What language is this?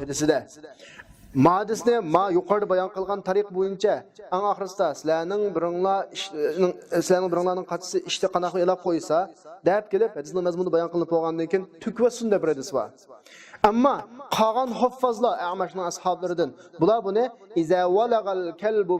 Uyghur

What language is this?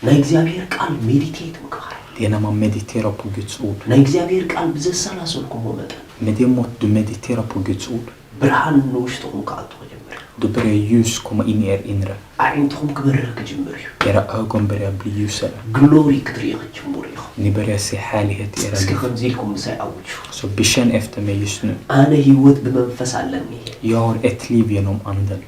Tigrinya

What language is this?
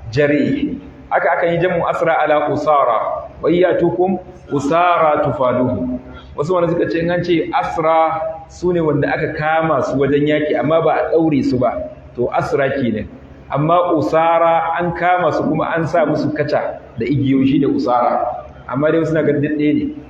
Hausa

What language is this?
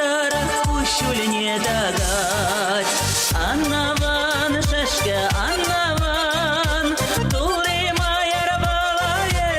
Chuvash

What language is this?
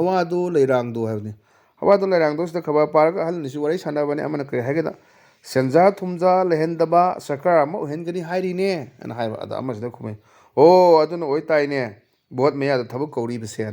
Manipuri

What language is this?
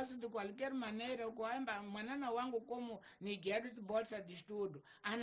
Tsonga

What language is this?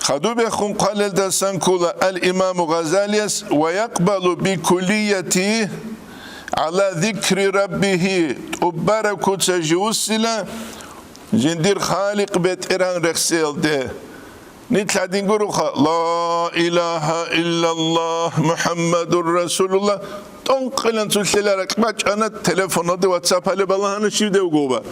Avaric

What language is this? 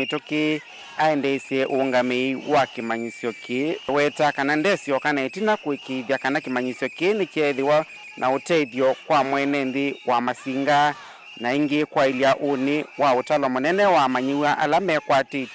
Kamba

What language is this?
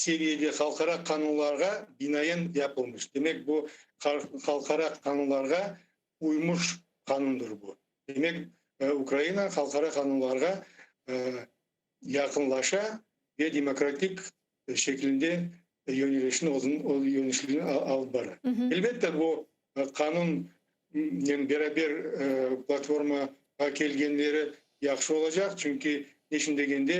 Crimean Tatar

